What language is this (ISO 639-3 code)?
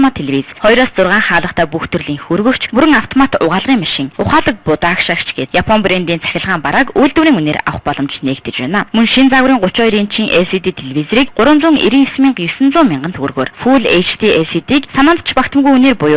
mon